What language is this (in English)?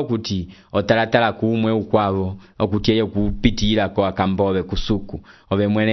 Umbundu